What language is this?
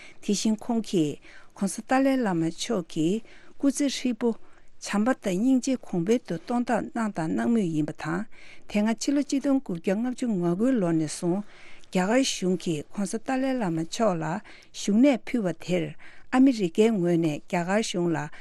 Tibetan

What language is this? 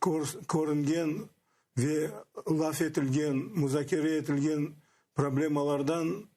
Crimean Tatar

